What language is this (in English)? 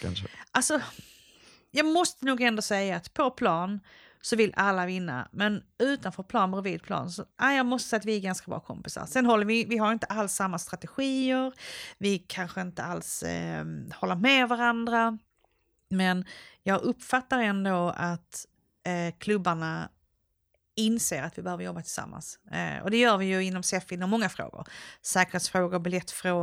Swedish